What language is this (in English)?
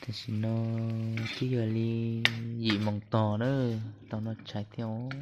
Hmong